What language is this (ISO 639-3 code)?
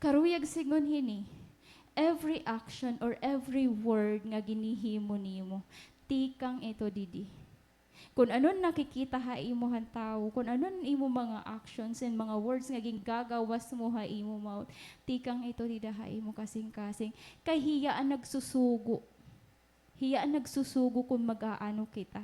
war